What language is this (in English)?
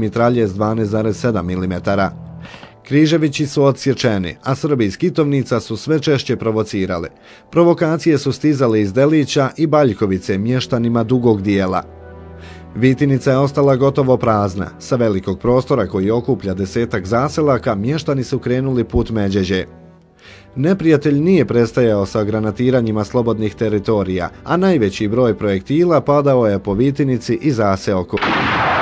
Bosnian